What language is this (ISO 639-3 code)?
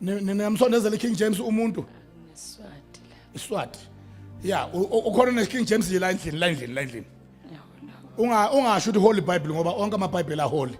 zul